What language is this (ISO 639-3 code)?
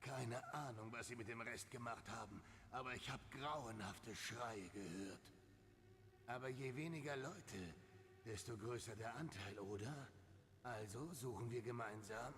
gsw